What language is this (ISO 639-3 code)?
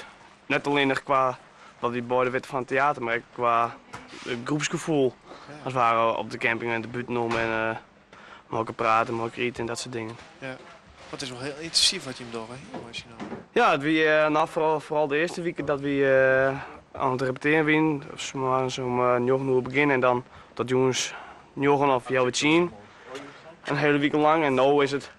fry